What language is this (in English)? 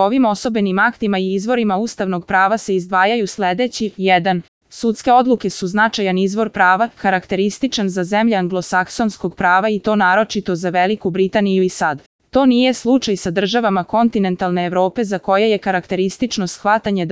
Serbian